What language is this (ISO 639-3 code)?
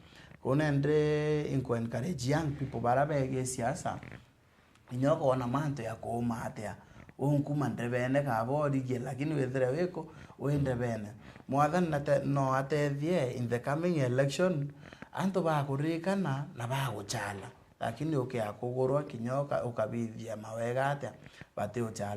mer